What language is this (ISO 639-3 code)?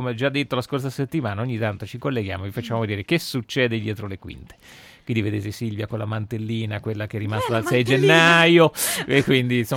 ita